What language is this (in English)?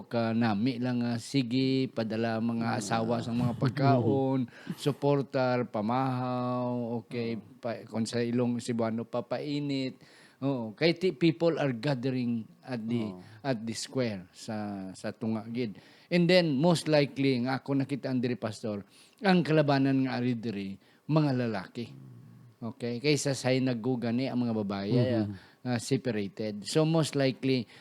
Hiligaynon